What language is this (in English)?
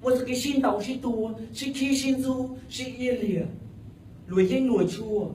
Hmong